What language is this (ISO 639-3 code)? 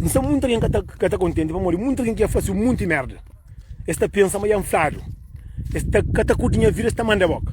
kea